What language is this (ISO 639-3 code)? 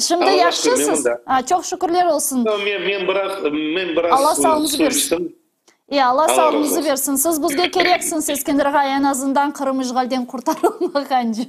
crh